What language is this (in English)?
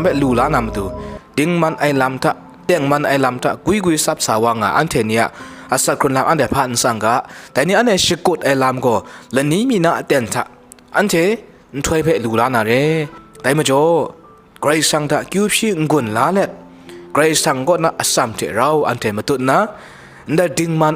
Kachin